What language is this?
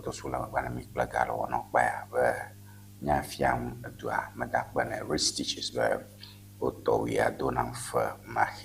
Ewe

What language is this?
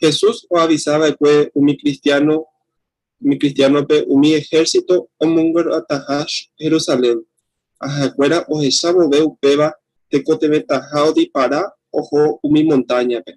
Guarani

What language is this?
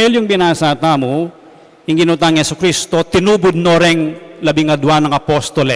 Pampanga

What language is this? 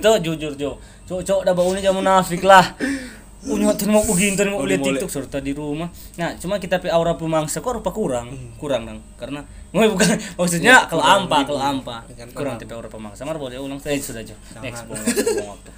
Manado Malay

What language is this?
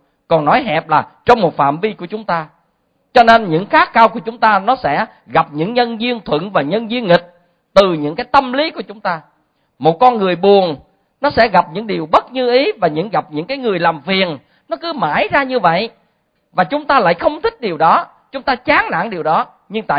Vietnamese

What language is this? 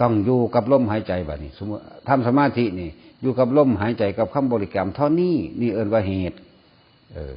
Northeastern Thai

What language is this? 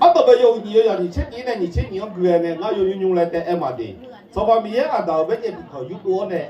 Akha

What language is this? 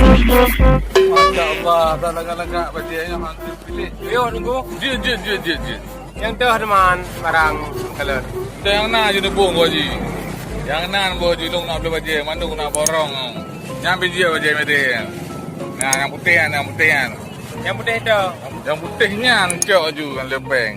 Achinese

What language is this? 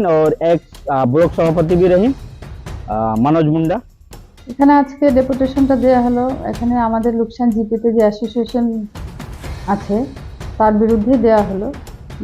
Sadri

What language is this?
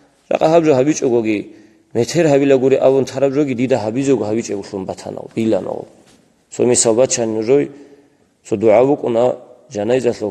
Avaric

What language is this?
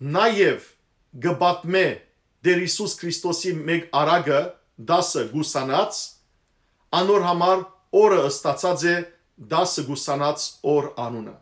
Western Armenian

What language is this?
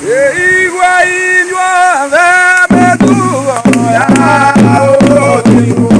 Kikuyu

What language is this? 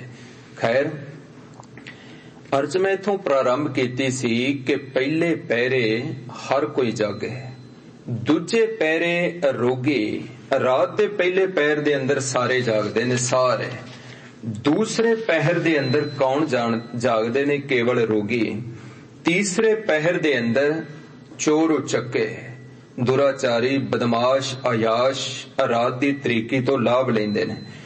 Punjabi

